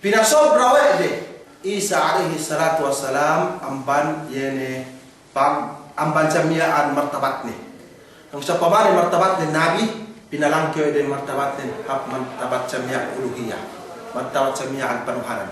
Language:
Yakan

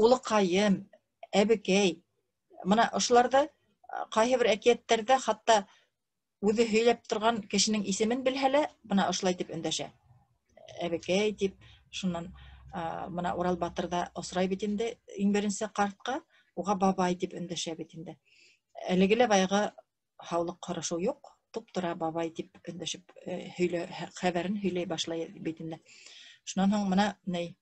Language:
Bashkir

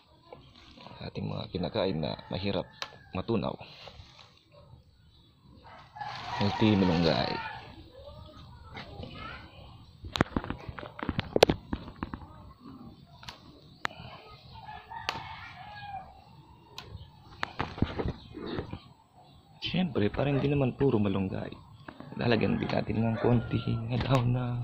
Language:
Filipino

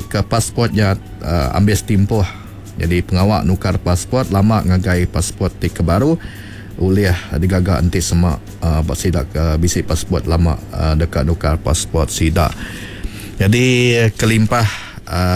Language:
Iban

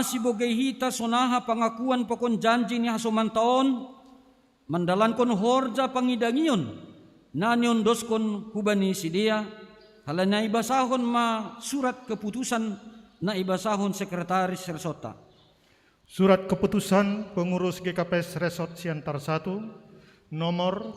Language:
Batak Simalungun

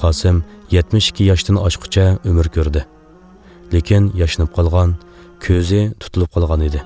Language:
Uyghur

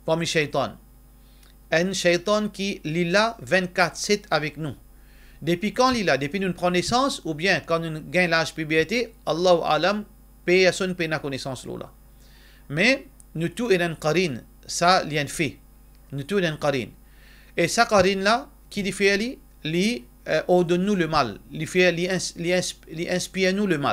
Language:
Morisyen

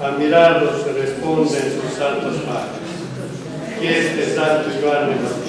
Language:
Sardinian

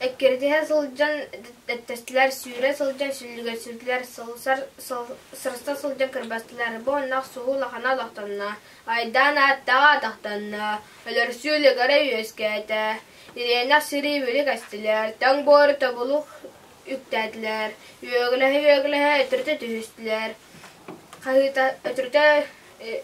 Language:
Yakut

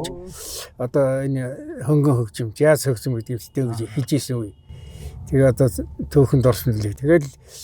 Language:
Mongolian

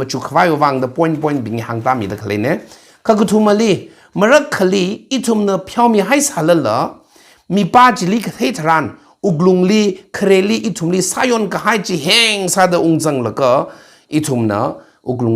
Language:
Tangkhul Naga (India)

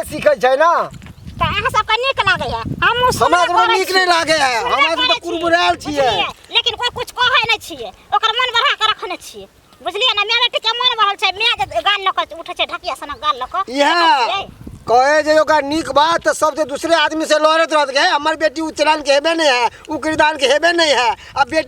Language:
Maithili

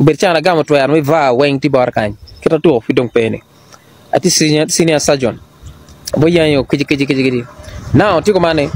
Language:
Acoli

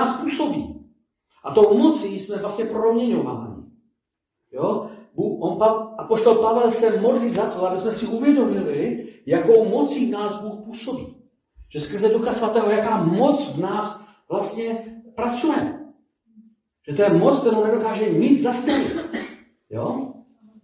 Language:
Czech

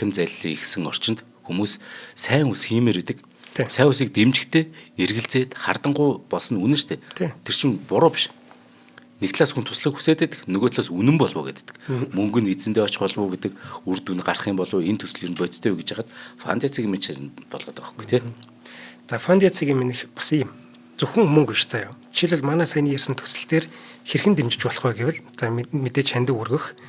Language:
Mongolian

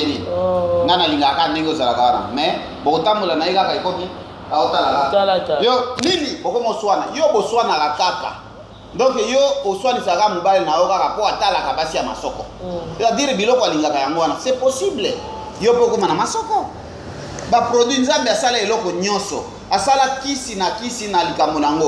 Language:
Lingala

